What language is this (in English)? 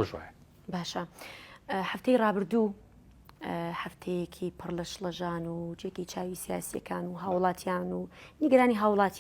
Central Kurdish